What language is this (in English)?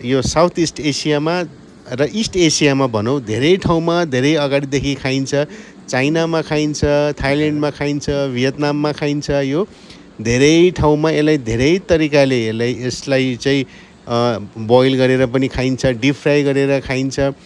Nepali